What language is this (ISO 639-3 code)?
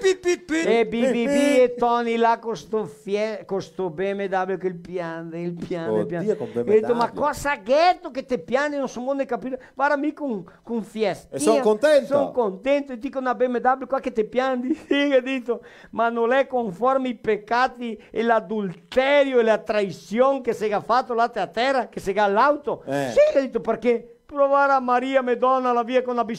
vec